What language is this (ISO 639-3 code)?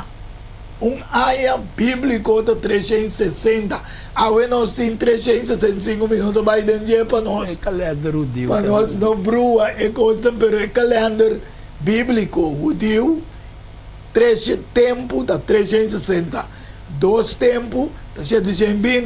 pap